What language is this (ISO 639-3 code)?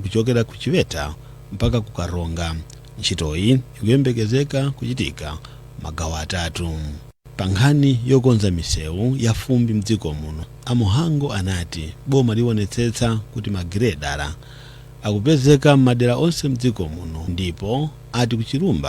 nya